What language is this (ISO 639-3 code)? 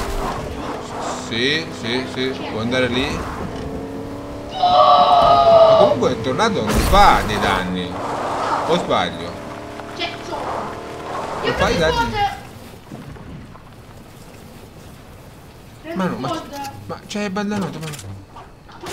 ita